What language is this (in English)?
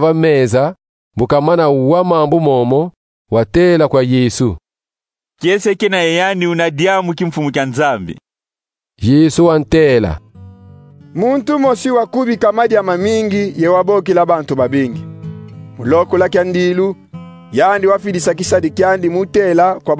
Kongo